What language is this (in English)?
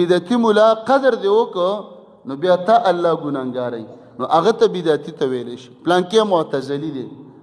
Pashto